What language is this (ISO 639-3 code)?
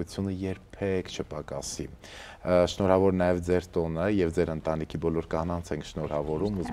hye